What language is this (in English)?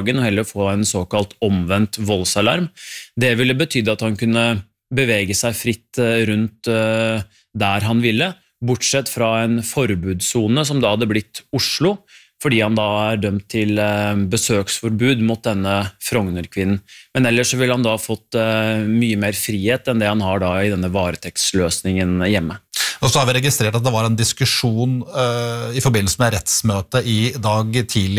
Norwegian